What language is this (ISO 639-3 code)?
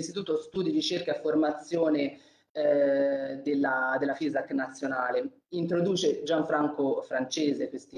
ita